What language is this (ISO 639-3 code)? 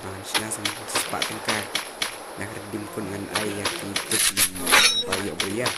kha